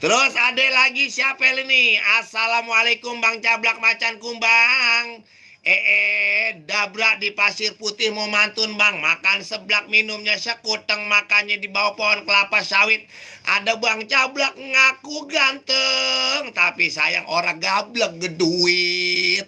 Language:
Betawi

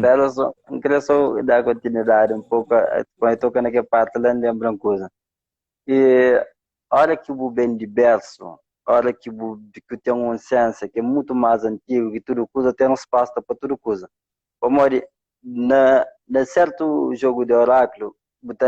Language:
Kabuverdianu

